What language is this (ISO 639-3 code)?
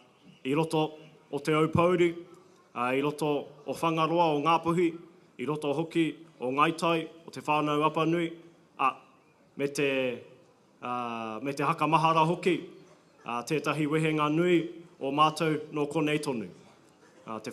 mri